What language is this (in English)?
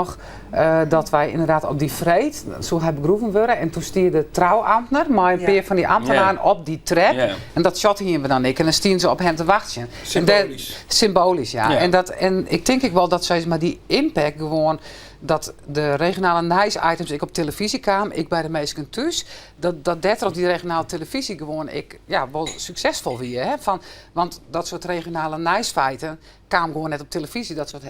Western Frisian